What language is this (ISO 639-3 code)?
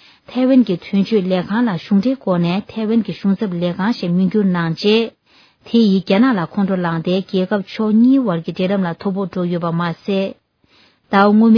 bod